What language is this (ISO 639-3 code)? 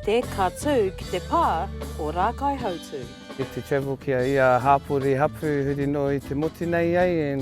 mri